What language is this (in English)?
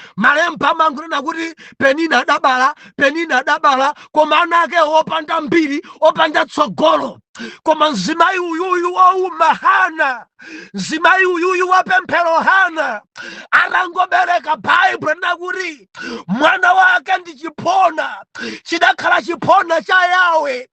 Nyanja